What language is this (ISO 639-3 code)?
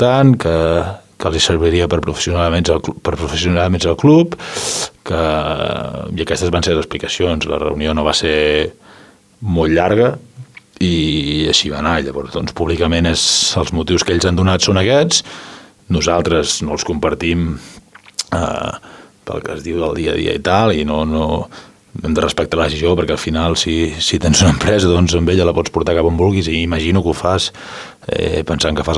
cat